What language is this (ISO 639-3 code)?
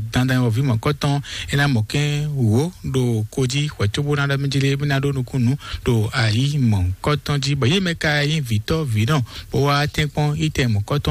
fon